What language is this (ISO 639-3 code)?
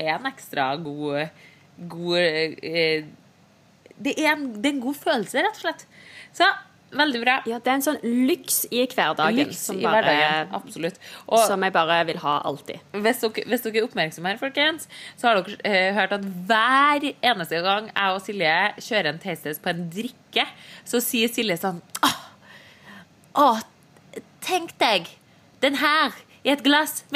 nor